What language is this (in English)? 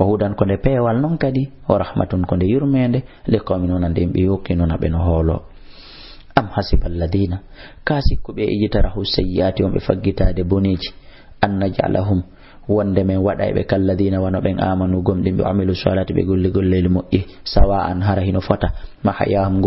Fula